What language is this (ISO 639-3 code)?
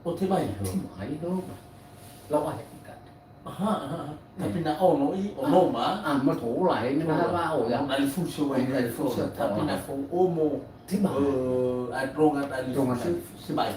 nia